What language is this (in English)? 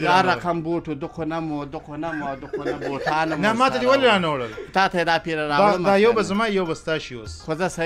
Pashto